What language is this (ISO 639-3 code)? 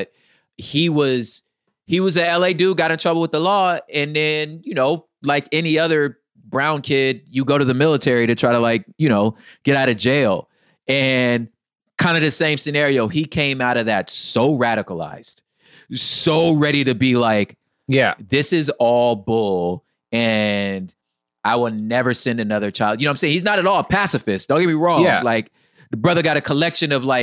eng